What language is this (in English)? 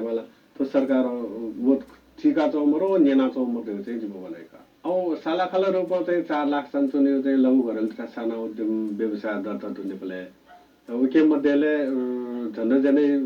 Newari